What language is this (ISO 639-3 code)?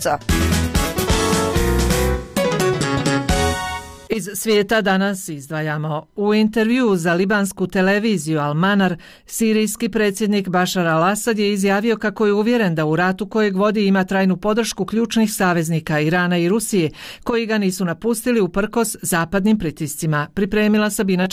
bos